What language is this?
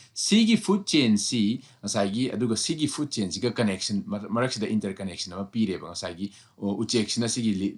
Manipuri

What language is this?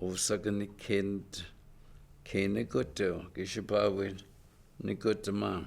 Chippewa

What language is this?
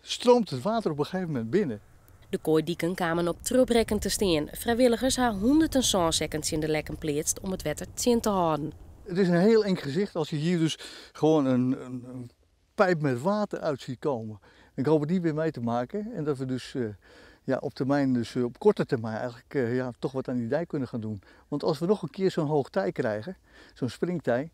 Western Frisian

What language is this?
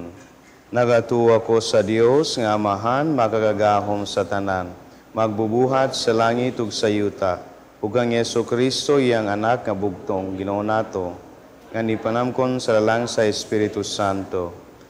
Cebuano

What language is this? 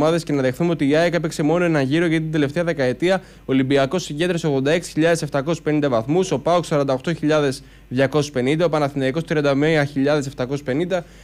Greek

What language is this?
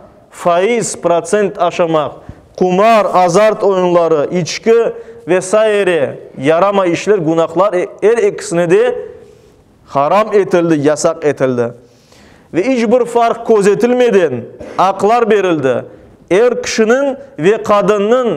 Crimean Tatar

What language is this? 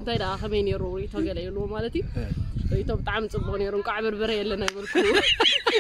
Tigrinya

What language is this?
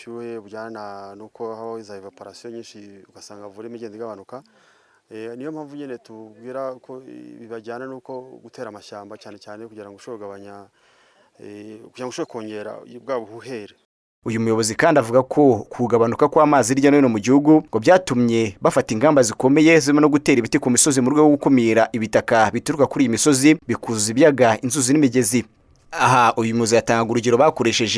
Kinyarwanda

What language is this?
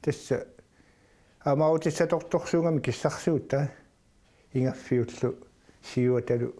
Kalaallisut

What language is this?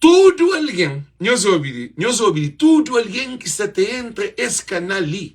Kabuverdianu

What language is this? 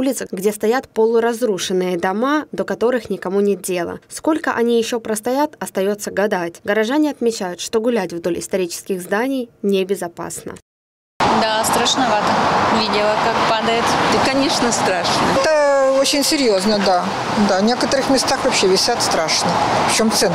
Russian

